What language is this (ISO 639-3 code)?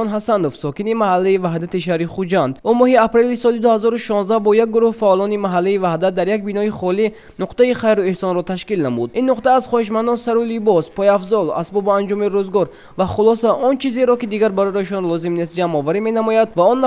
tgk